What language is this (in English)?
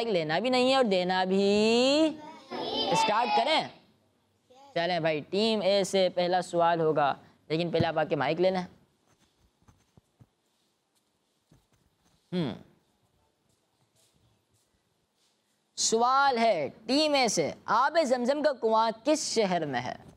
Hindi